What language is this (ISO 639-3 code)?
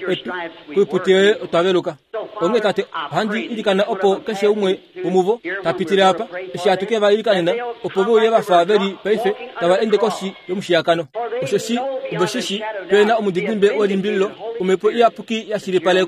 kua